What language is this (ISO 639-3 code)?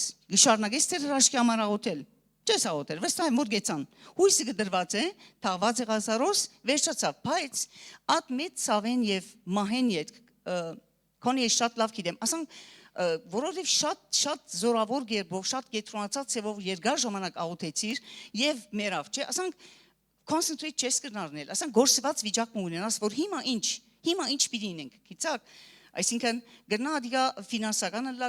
hyw